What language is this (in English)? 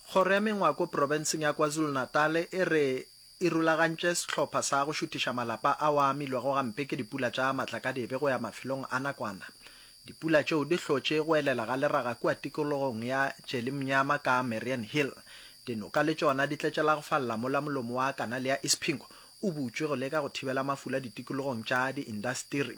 Northern Sotho